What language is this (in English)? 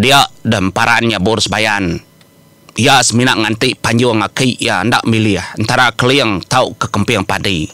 Iban